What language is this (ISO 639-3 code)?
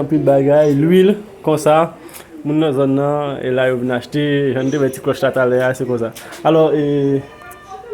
hat